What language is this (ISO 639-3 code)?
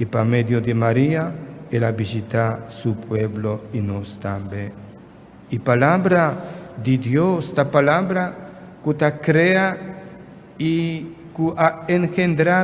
pap